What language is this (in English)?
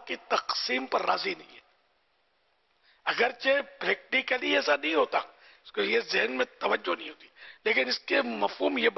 Urdu